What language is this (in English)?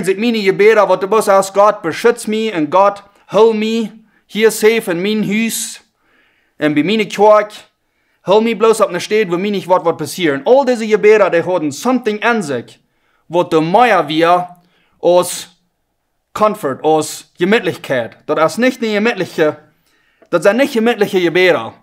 Plautdietsch